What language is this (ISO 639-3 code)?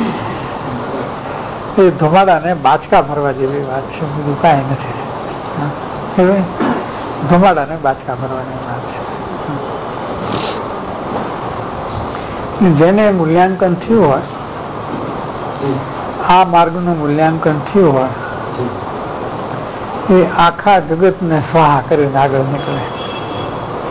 guj